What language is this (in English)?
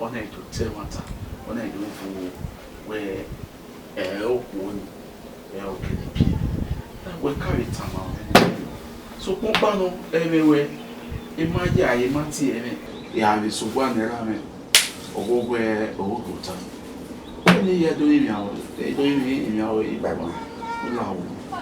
Bini